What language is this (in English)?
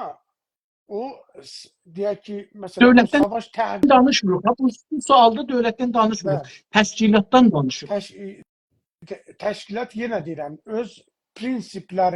South Azerbaijani